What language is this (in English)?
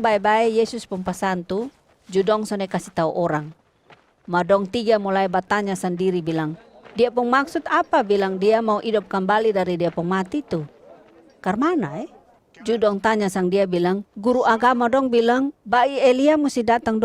Kupang Malay